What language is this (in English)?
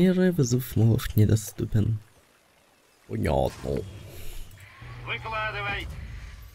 Russian